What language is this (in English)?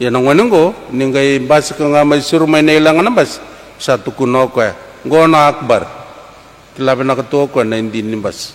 Fijian